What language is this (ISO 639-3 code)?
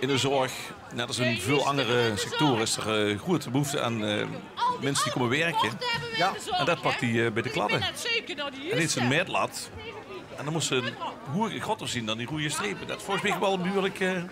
lim